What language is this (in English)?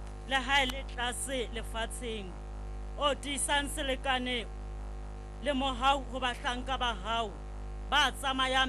Southern Sotho